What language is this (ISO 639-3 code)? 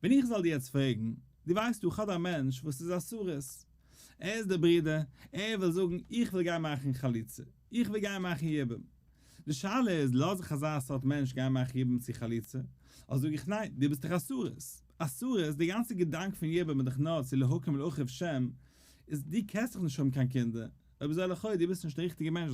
yid